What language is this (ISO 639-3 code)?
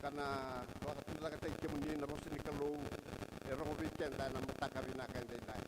fij